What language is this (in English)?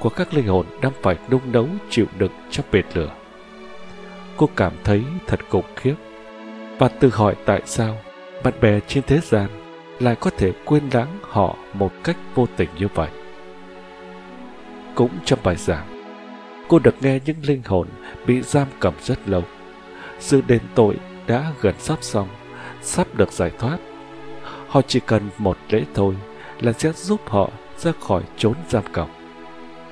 Vietnamese